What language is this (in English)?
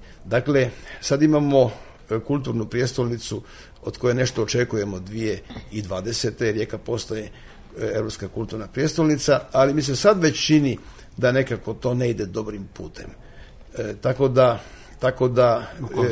Croatian